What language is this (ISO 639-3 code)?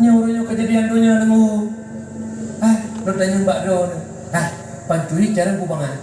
ace